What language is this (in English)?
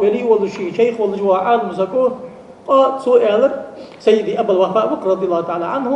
Ingush